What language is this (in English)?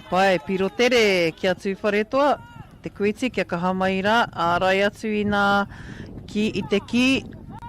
Māori